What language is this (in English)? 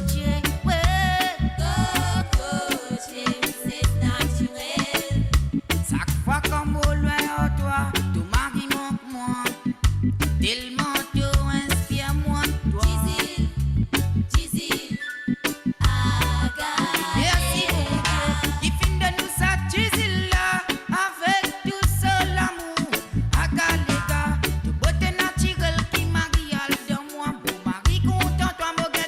Morisyen